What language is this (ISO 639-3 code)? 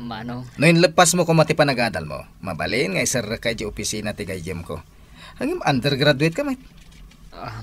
ilo